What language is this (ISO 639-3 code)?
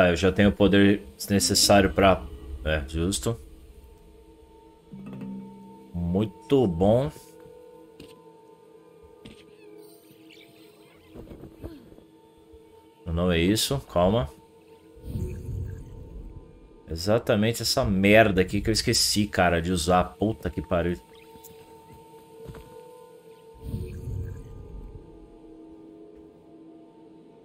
por